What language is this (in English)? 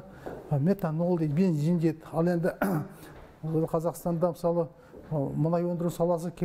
Kazakh